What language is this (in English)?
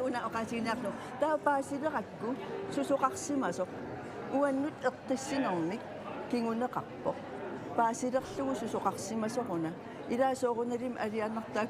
Kalaallisut